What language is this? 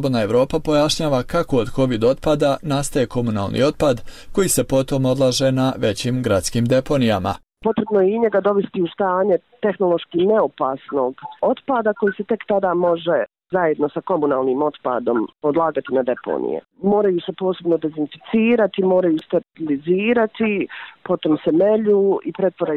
Bosnian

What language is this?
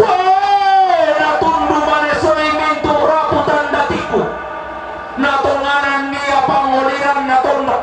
Toraja-Sa'dan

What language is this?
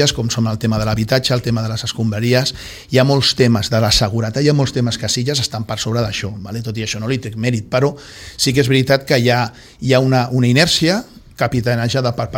Catalan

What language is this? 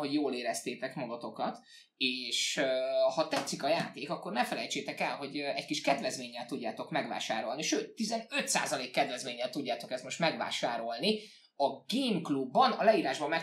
Hungarian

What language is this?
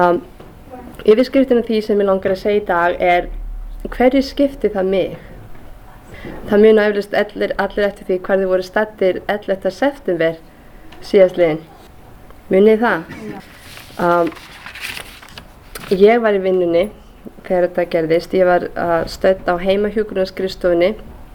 Icelandic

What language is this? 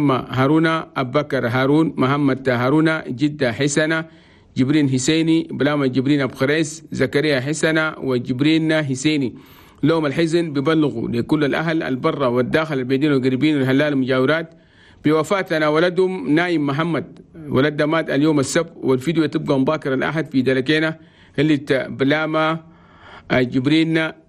Chadian Arabic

